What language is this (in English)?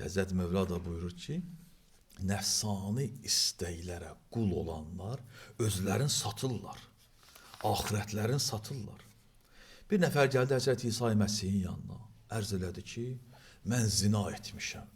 Azerbaijani